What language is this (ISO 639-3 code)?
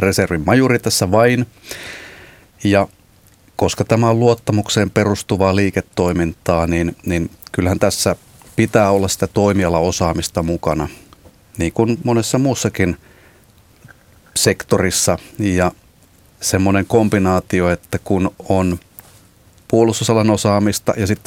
fin